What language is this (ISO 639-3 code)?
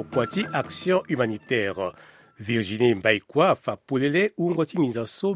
sag